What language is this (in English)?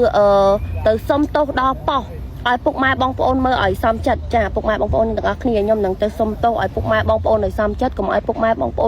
Khmer